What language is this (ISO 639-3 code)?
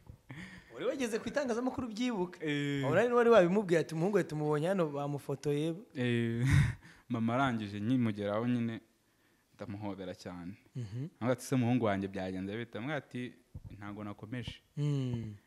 kin